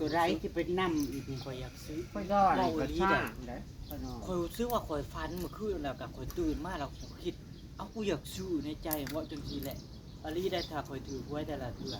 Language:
Northeastern Thai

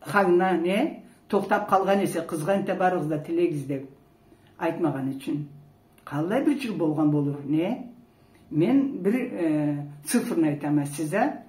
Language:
Karachay-Balkar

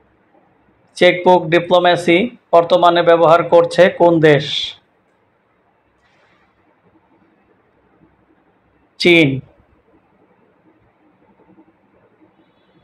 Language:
Bangla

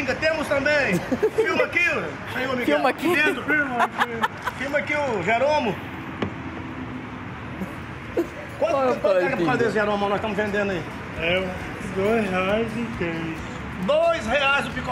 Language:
Portuguese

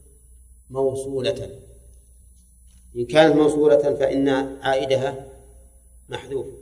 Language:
Arabic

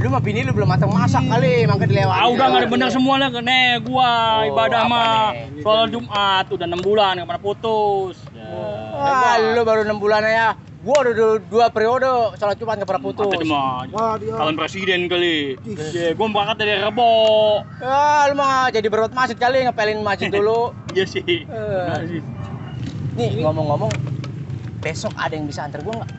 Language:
Betawi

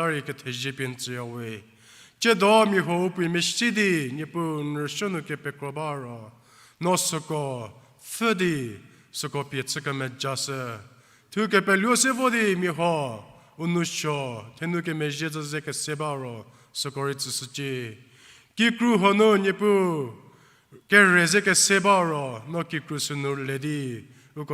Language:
Angami Naga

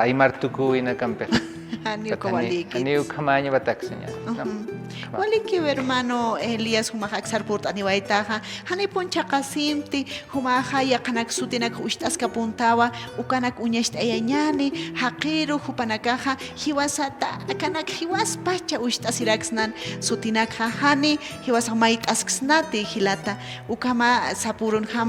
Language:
Aymara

